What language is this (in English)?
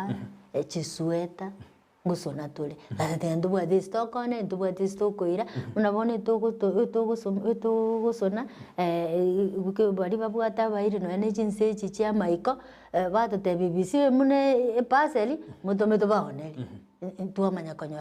Gusii